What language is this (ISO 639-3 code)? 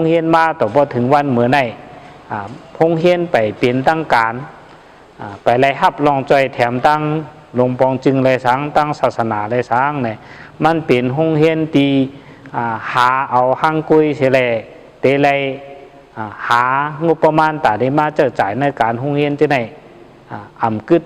shn